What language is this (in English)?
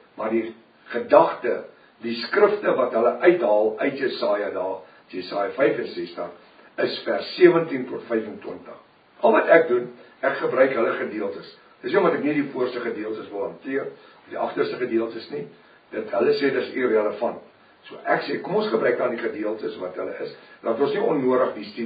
Afrikaans